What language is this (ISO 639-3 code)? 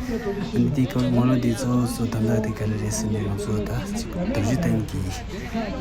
bod